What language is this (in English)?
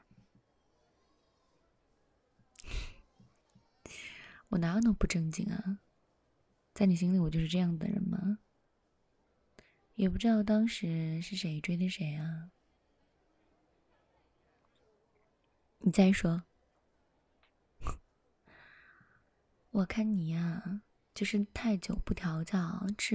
Chinese